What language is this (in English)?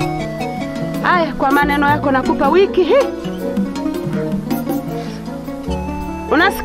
Swahili